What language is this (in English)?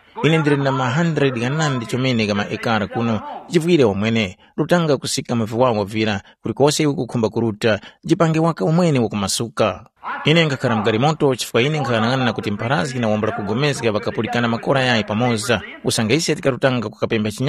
Tumbuka